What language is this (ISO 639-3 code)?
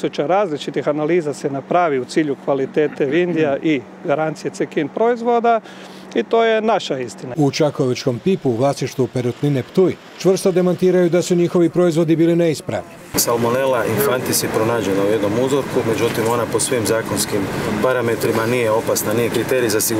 hrv